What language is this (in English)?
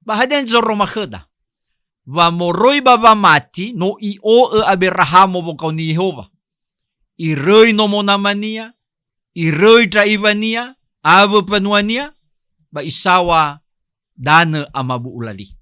Nias